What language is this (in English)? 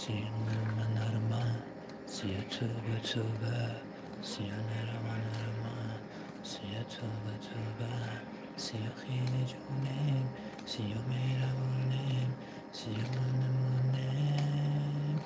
Tajik